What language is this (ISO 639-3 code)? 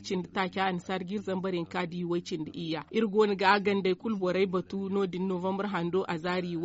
dje